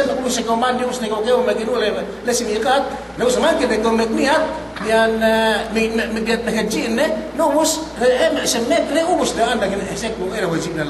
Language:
Yakan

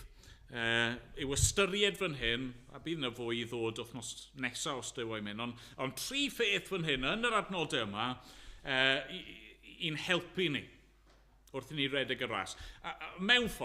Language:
Welsh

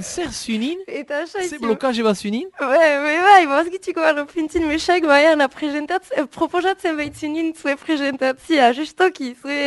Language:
Basque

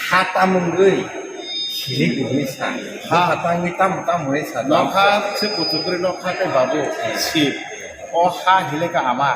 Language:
Kok Borok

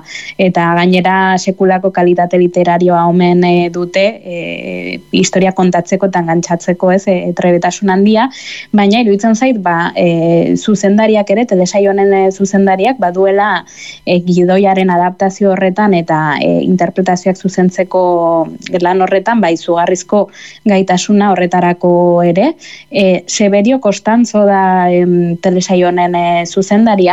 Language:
Basque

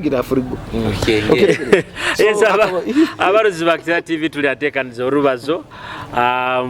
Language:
Nyoro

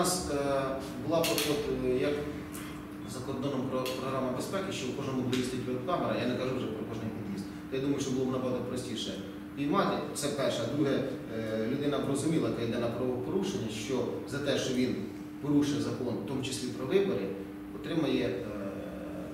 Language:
Ukrainian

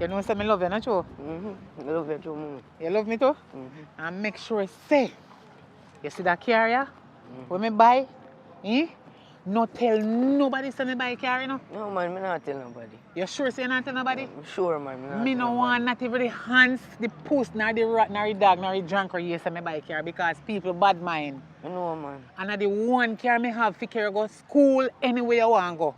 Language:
Jamaican Creole English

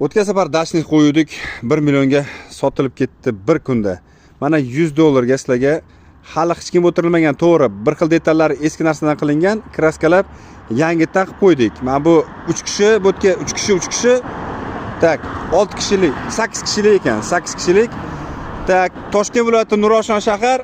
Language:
Uzbek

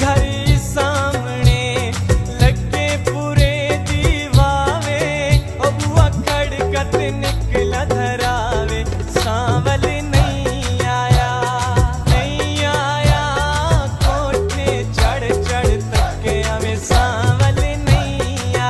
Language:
Pahari-Potwari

